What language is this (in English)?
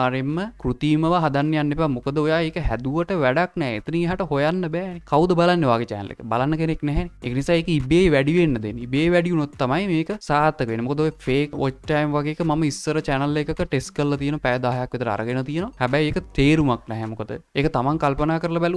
Sinhala